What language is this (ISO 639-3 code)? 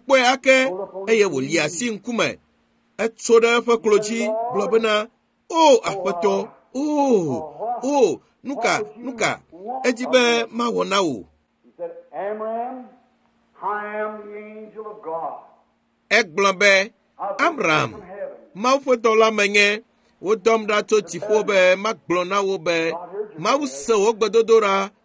ewe